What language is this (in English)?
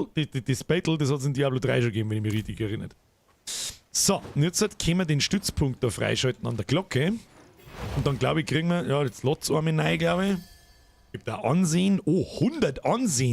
Bavarian